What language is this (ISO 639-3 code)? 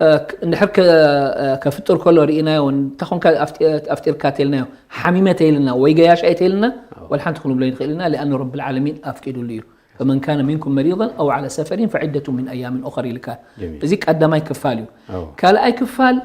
tir